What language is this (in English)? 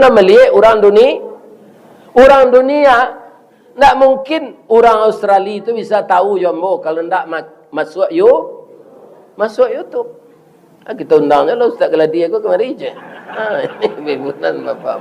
Minangkabau